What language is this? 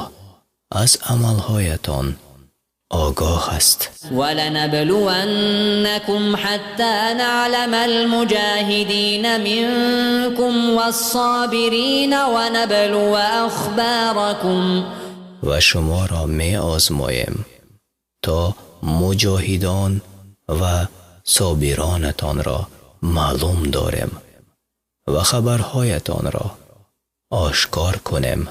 Persian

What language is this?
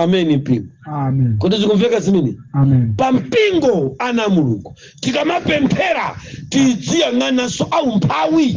Nyanja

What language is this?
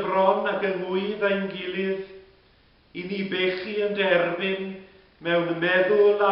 Welsh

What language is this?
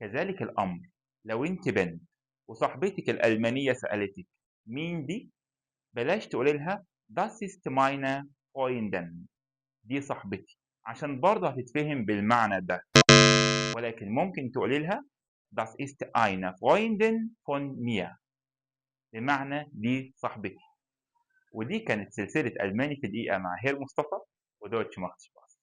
Egyptian Arabic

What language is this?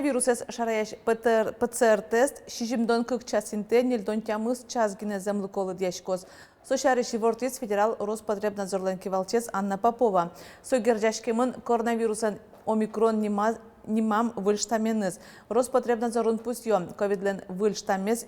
Udmurt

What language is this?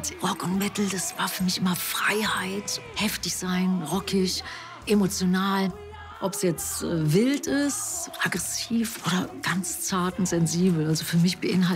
German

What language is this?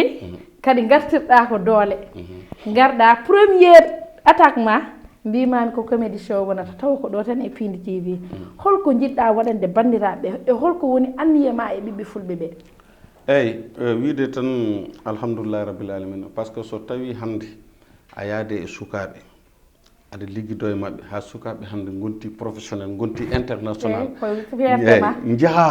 Fula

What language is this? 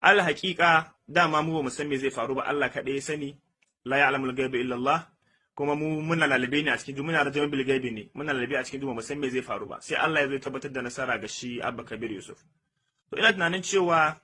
Hausa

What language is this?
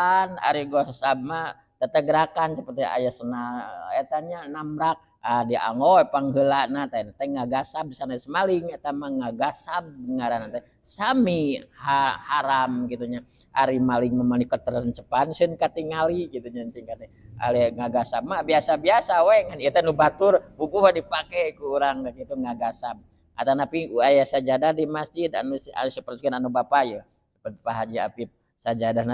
Sundanese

